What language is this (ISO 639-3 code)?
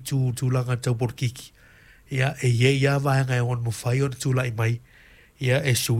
smo